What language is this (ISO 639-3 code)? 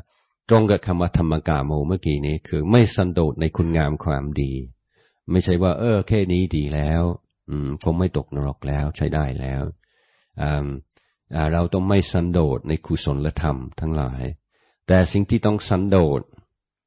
tha